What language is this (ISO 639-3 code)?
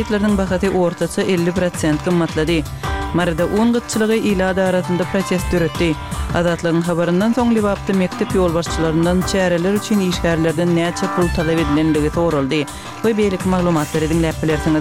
kir